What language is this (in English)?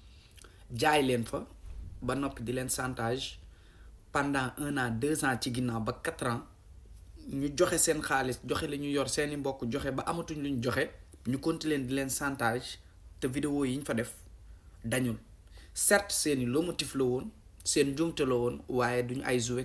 Wolof